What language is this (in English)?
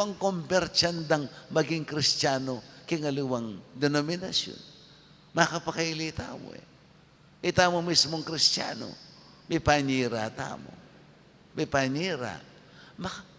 Pampanga